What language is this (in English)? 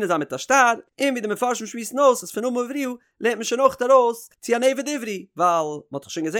Yiddish